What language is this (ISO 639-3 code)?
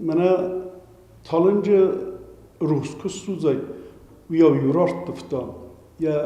oss